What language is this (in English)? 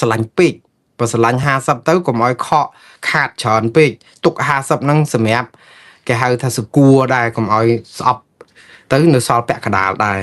Khmer